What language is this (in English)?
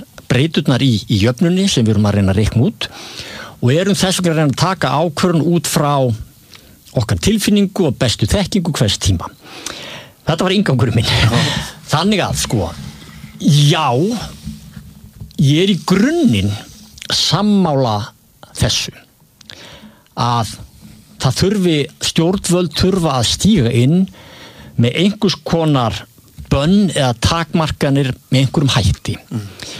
Icelandic